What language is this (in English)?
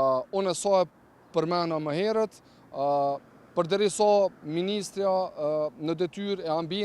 Albanian